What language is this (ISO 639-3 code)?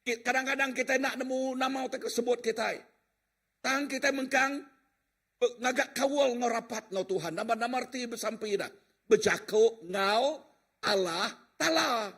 iba